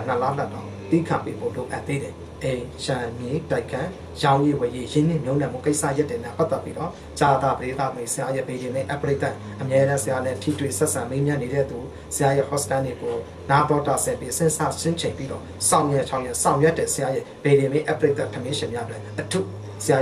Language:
Burmese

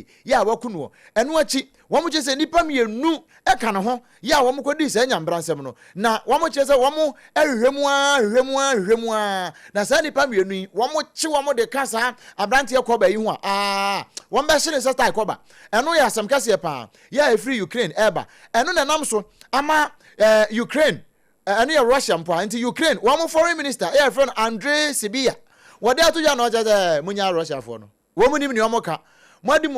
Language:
Akan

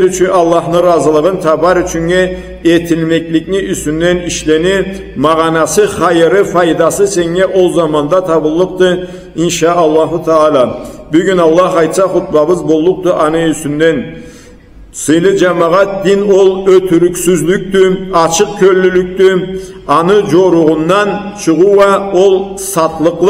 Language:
Karachay-Balkar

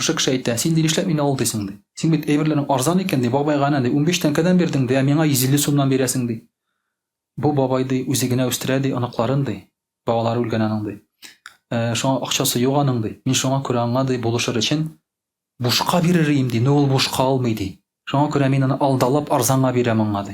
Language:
Tatar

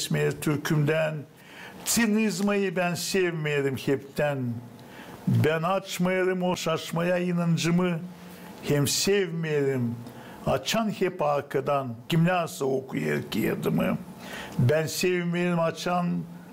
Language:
Gagauz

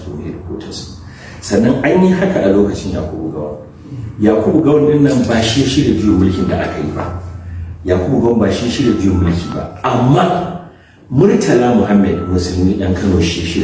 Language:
Hausa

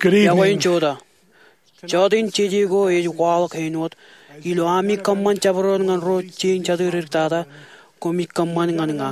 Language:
Marshallese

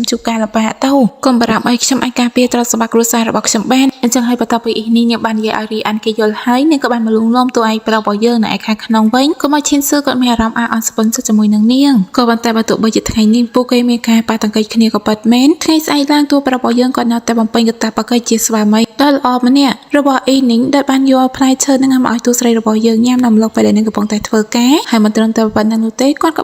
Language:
Khmer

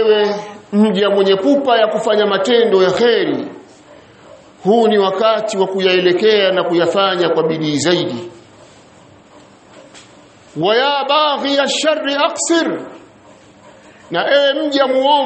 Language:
Swahili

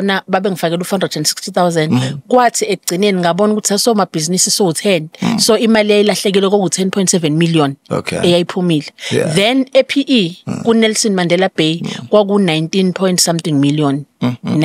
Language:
Zulu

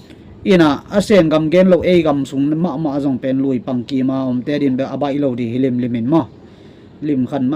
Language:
Tedim Chin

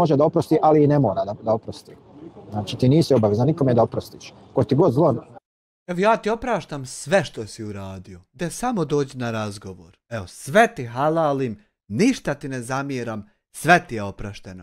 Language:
Bosnian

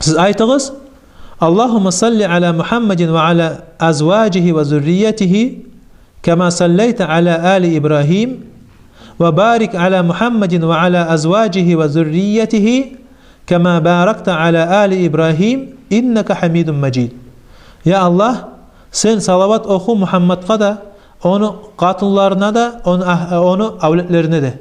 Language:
Kumyk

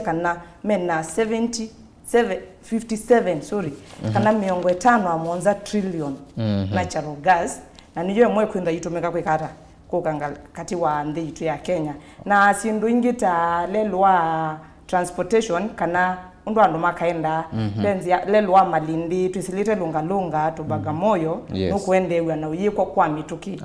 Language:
Kamba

